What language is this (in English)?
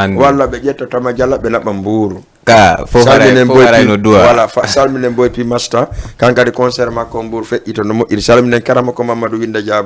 Fula